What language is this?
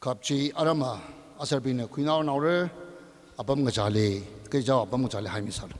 Tangkhul Naga (India)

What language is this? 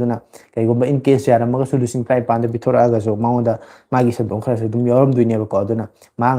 Manipuri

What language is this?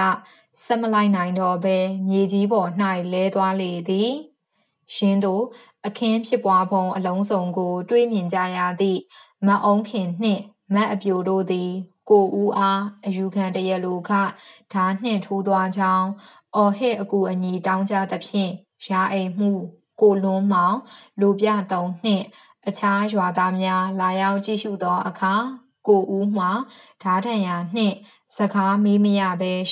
Burmese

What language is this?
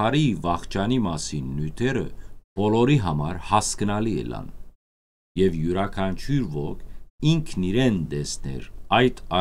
Western Armenian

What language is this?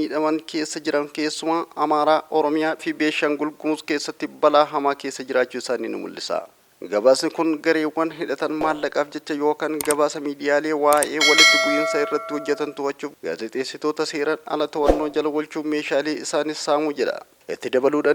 Oromo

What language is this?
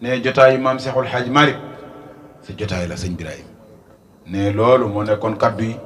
Wolof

